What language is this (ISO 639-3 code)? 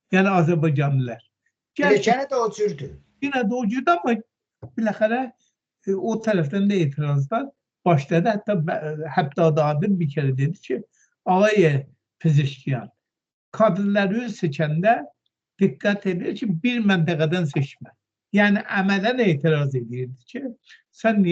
aze